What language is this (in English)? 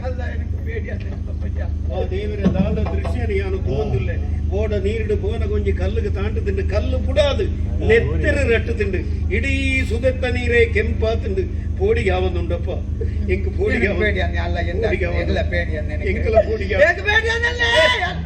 Tulu